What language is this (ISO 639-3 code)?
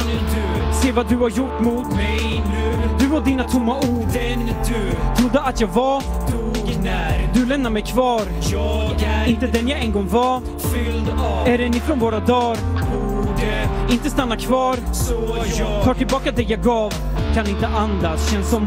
swe